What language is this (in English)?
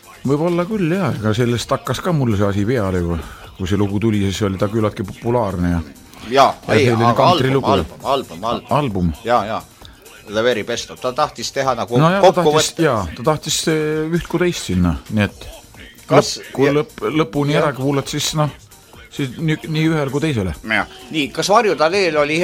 Estonian